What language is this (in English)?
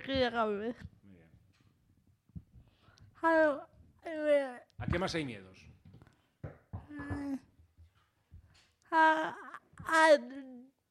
Spanish